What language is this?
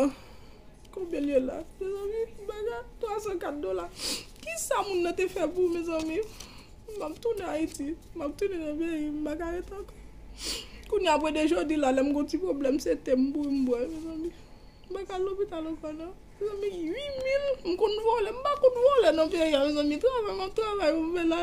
Haitian Creole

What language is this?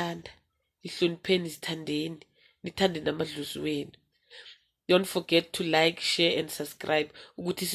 Zulu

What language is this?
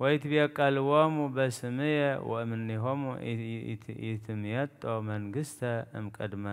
Geez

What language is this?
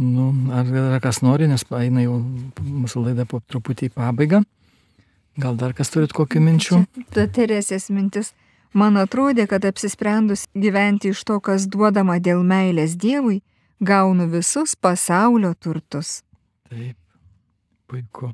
Lithuanian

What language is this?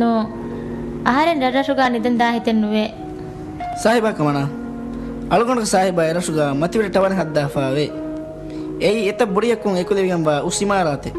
Divehi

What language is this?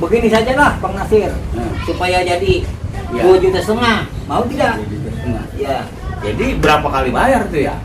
Betawi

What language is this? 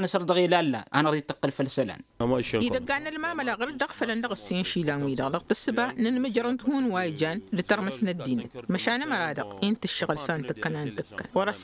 Tamasheq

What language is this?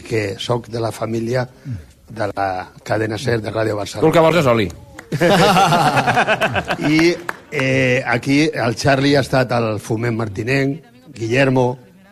Catalan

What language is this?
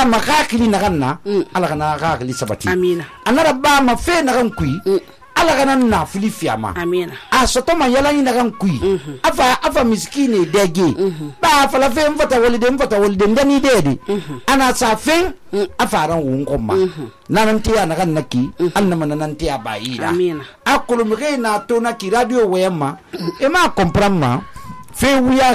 Susu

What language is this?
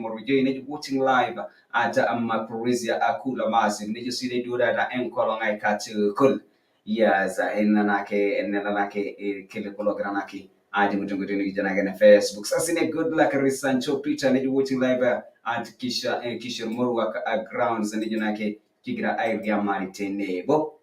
Masai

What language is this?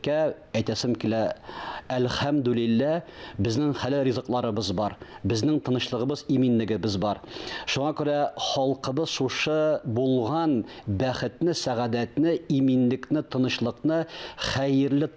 Tatar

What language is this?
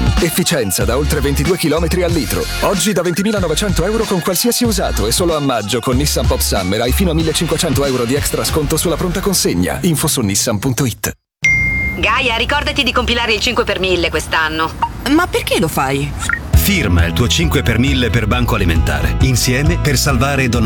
Italian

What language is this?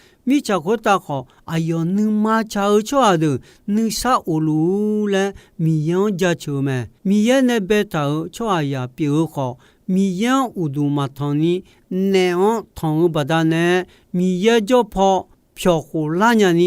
Akha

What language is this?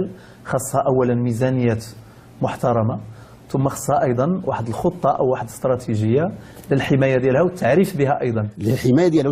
Moroccan Arabic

